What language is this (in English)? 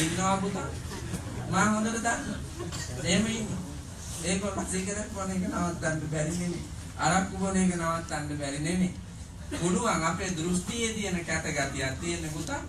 Sinhala